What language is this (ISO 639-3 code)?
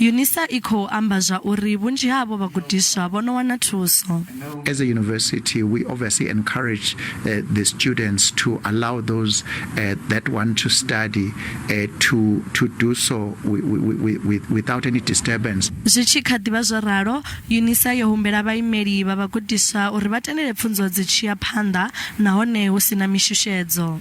ven